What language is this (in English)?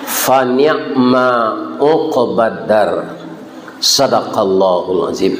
Minangkabau